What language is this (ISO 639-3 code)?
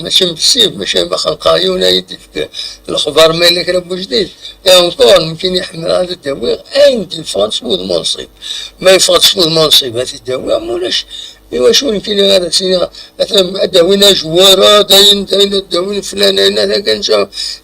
kab